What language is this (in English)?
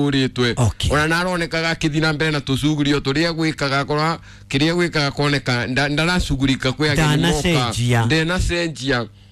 Kikuyu